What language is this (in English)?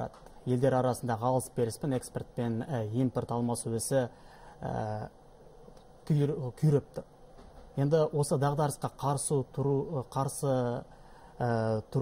Kazakh